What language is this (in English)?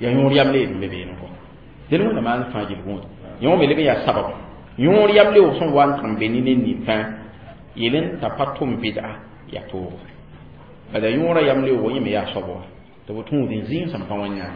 Mossi